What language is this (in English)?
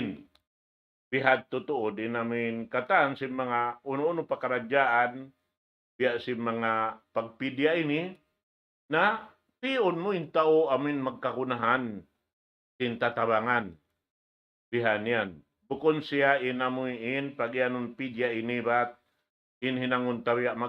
Tausug